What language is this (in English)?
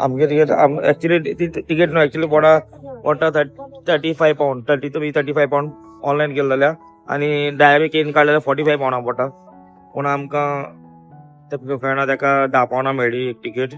Konkani